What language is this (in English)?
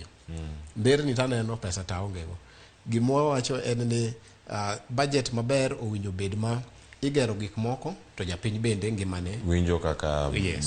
Luo (Kenya and Tanzania)